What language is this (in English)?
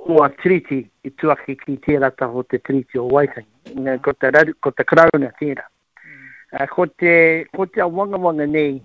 Māori